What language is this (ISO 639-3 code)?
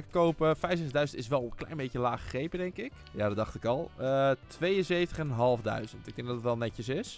nld